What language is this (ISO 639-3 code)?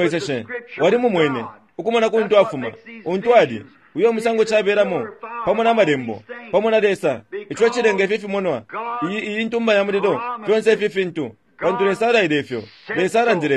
bem